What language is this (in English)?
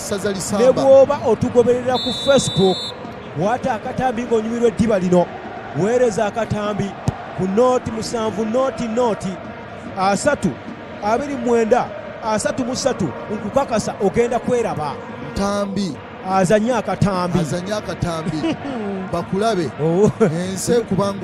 Ganda